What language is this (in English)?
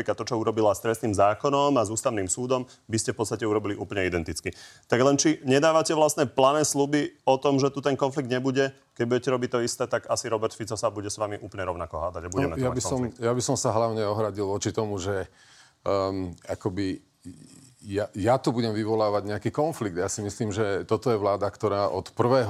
Slovak